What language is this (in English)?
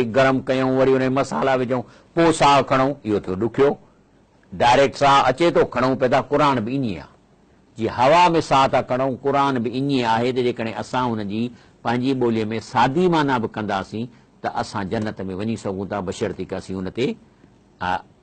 Sindhi